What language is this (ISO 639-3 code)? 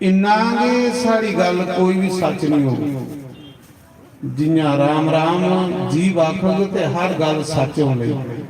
doi